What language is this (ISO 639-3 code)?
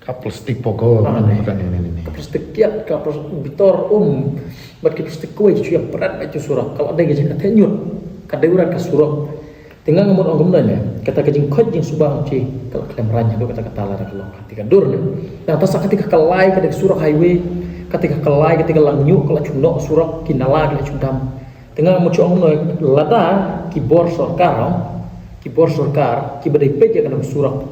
kha